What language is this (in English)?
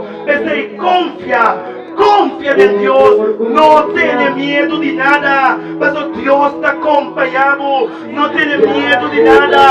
Papiamento